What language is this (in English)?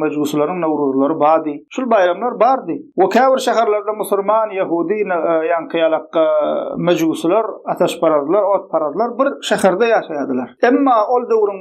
Turkmen